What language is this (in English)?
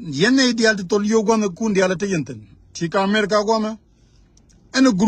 Nuer